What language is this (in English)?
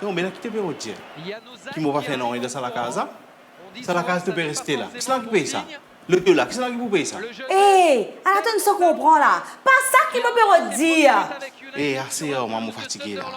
Morisyen